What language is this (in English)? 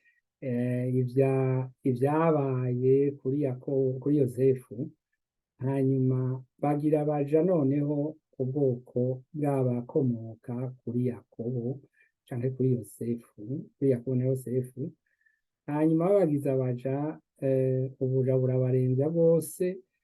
Rundi